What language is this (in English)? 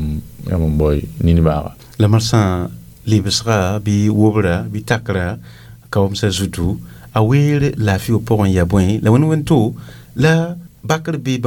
Mossi